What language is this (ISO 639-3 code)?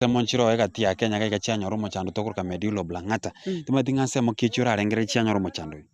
guz